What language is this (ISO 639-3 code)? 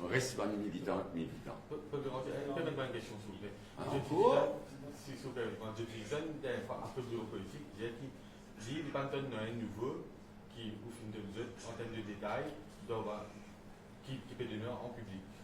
mfe